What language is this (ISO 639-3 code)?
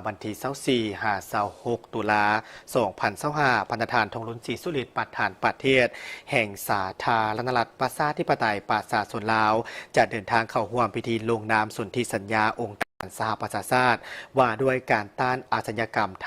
lao